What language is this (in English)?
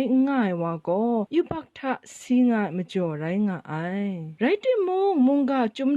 Kachin